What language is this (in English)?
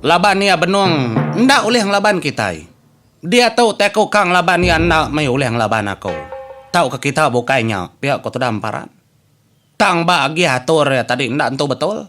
Iban